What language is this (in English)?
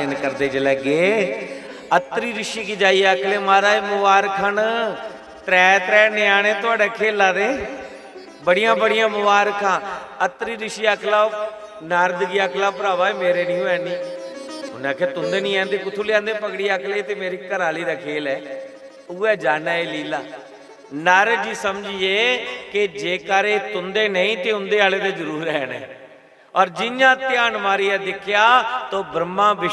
Dogri